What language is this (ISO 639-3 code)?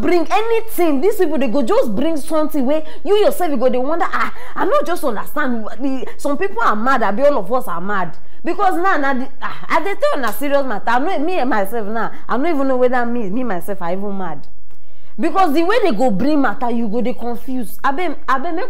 pcm